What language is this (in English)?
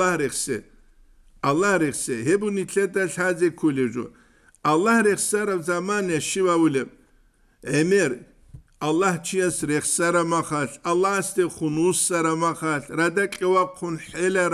Avaric